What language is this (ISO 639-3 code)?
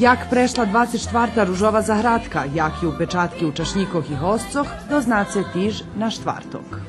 rue